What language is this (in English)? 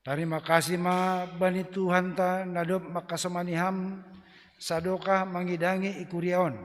Batak Simalungun